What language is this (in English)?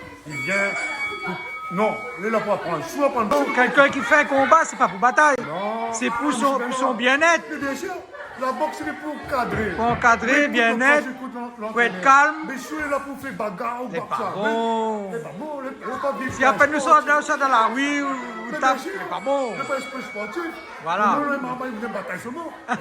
Réunion Creole French